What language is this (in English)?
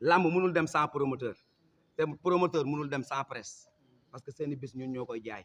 Wolof